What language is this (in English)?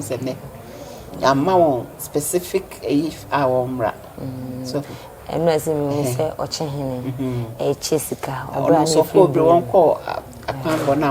Akan